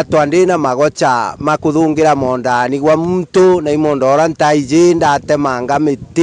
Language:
Meru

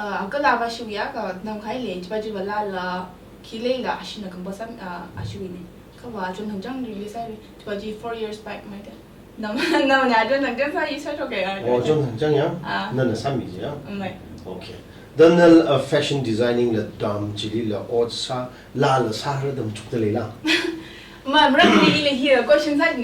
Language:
Tangkhul Naga (India)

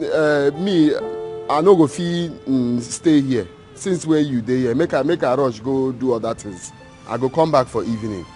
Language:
Nigerian Pidgin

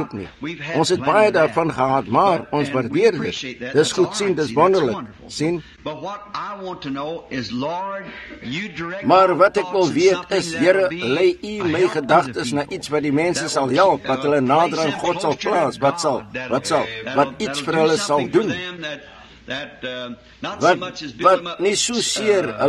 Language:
Afrikaans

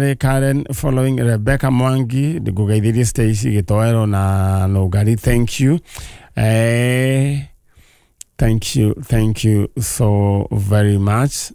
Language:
Kikuyu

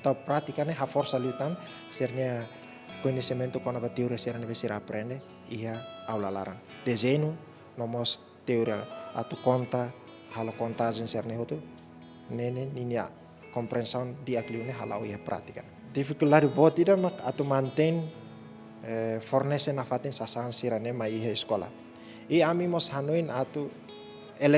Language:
Tetum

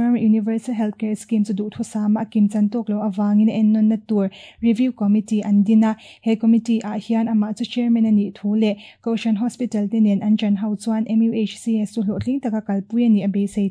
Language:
Mizo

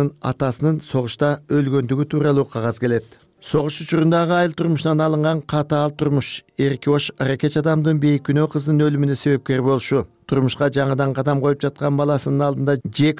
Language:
Kyrgyz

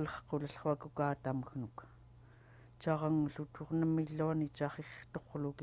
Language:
Central Yupik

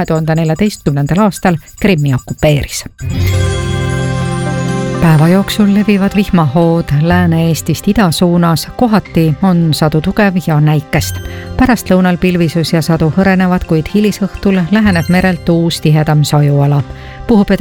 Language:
Estonian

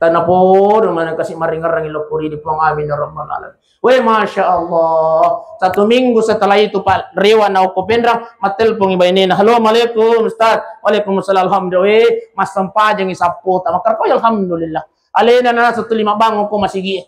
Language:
Buginese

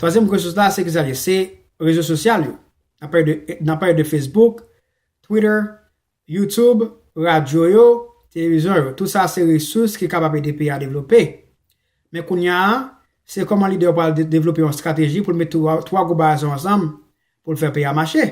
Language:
Haitian Creole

